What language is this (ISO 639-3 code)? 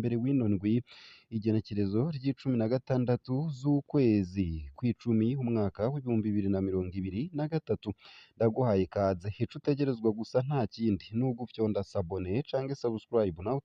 run